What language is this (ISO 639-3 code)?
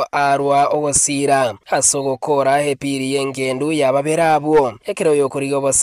guz